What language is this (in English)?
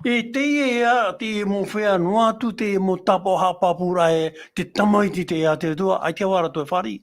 Tahitian